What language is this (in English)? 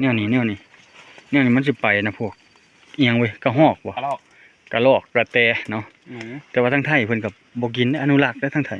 Lao